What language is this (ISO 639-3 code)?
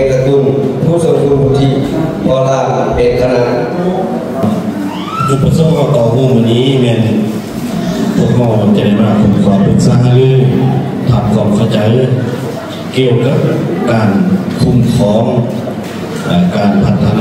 tha